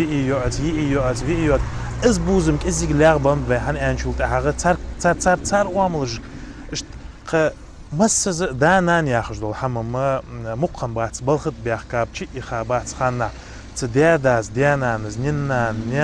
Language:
Ingush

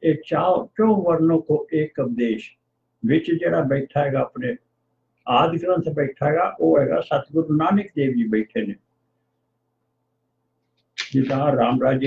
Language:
Punjabi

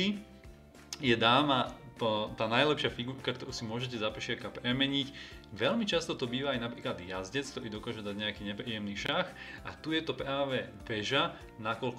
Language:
Slovak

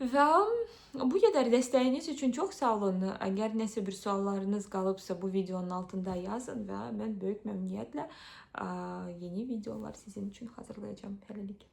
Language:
Azerbaijani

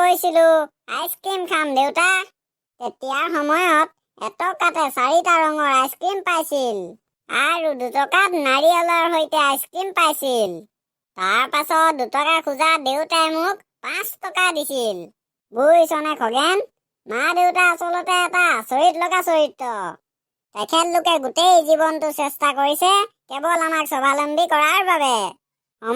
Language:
Assamese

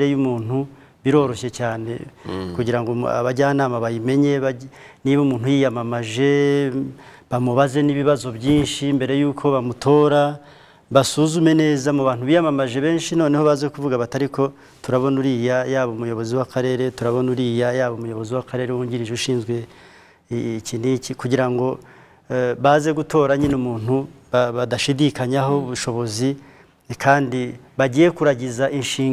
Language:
Kinyarwanda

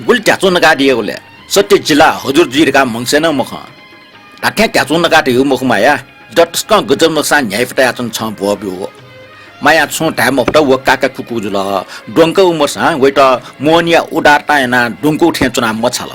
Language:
Newari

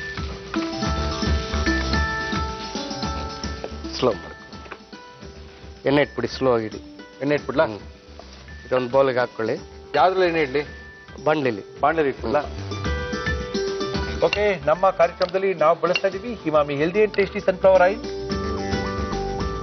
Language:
Kannada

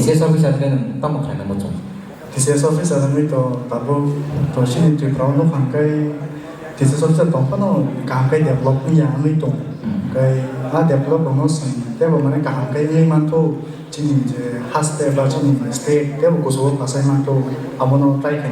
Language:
Kok Borok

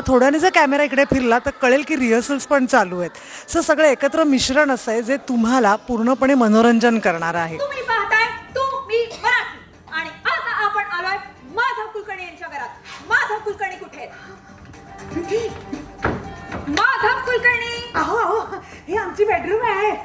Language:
Marathi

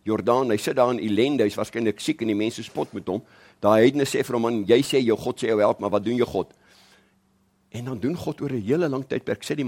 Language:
Afrikaans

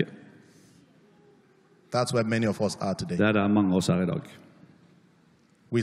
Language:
Norwegian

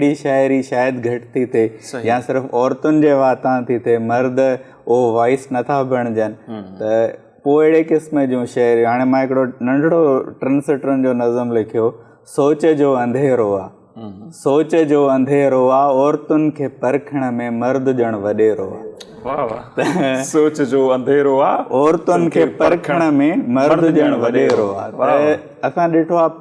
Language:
Sindhi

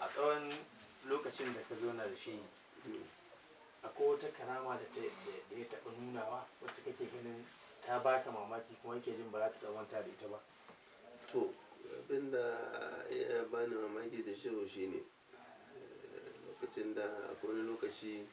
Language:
Hausa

